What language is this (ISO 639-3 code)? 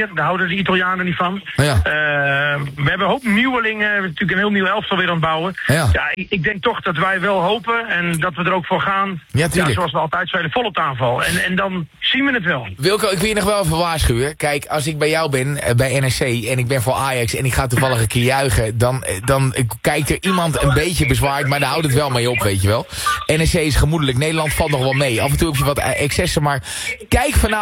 nld